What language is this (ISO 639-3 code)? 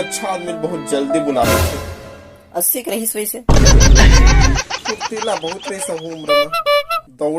hne